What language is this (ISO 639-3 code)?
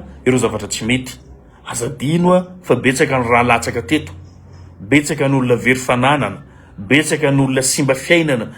mlg